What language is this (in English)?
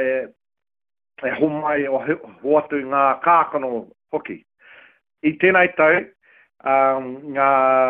Māori